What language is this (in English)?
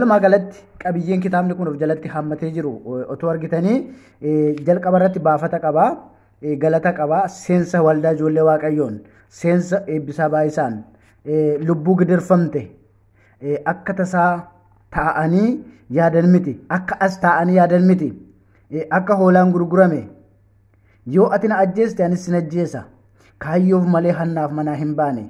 Oromo